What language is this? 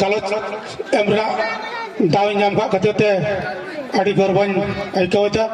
Santali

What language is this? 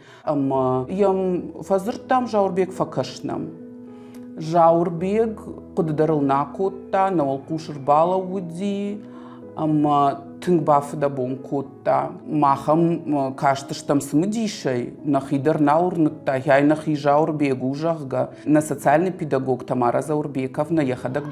Ossetic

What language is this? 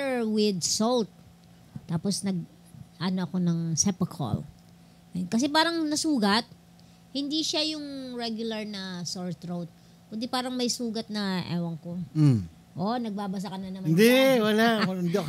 Filipino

